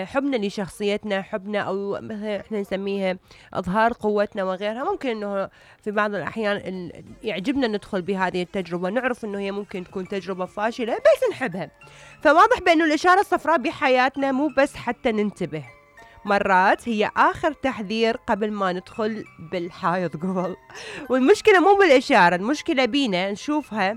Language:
Mesopotamian Arabic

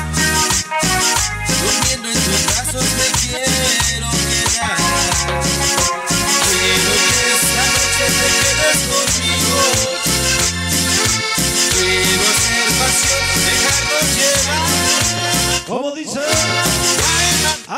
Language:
Spanish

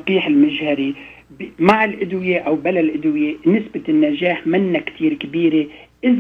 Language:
North Levantine Arabic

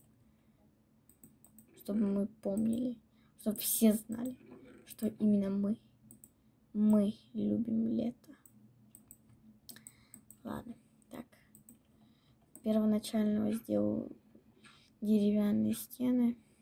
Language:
Russian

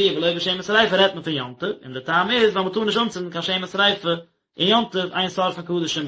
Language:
Yiddish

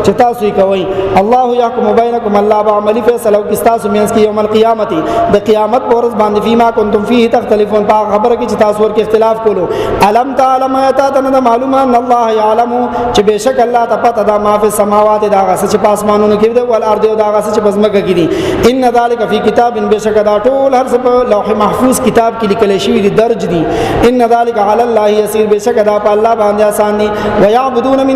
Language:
Pashto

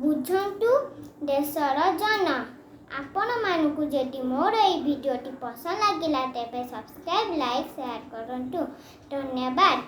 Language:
Odia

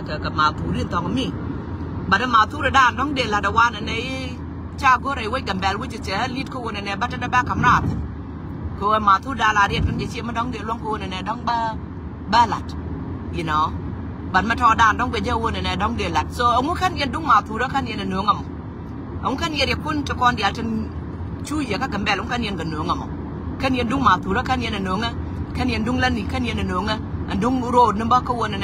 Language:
Nuer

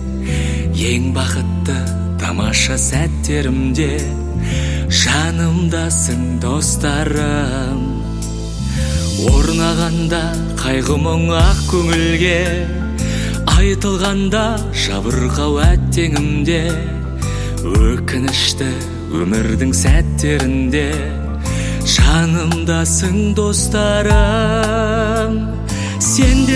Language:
Kazakh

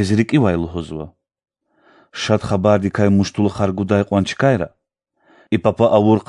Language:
Lezghian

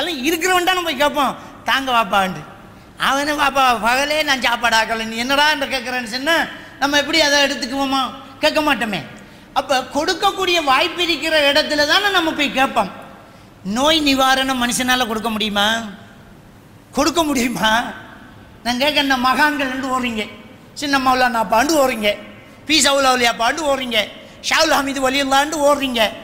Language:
Tamil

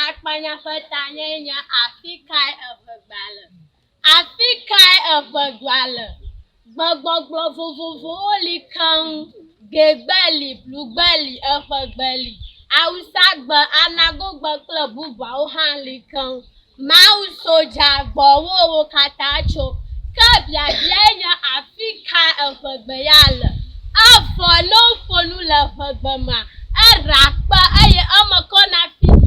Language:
Ewe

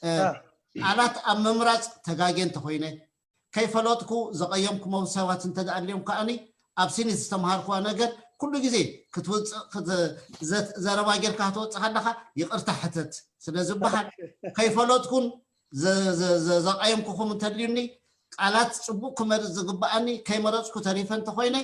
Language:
Tigrinya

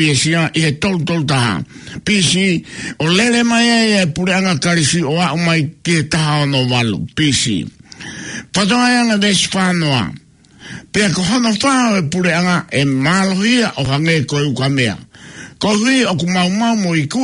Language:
Tongan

